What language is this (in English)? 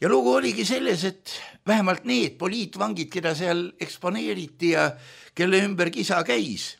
Estonian